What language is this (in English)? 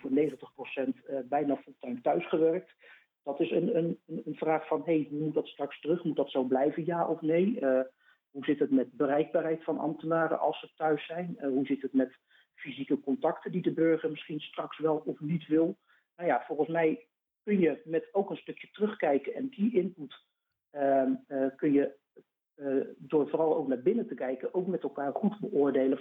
Dutch